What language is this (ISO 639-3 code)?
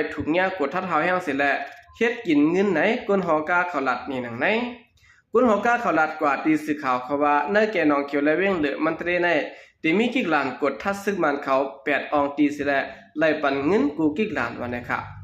shn